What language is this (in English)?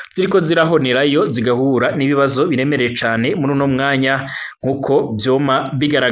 Rundi